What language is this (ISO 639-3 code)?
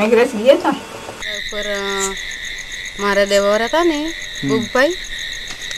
guj